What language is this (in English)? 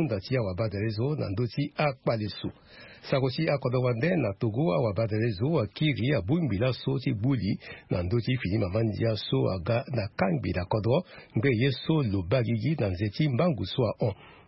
Sango